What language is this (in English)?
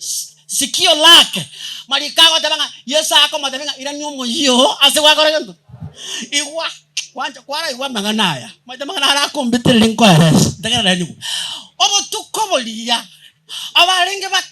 Gusii